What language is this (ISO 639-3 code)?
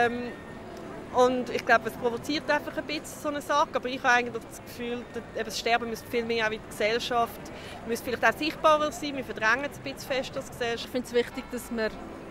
gsw